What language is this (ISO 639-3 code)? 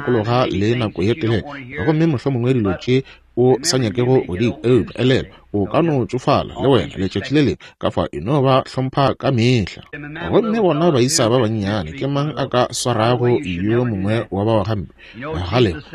nso